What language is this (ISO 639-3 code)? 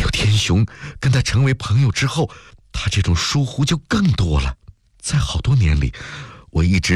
zho